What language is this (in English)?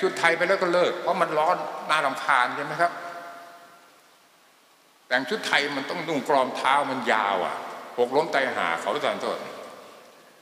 Thai